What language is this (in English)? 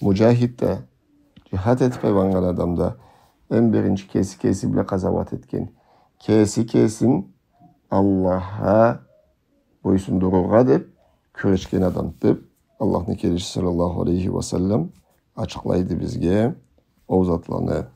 Karachay-Balkar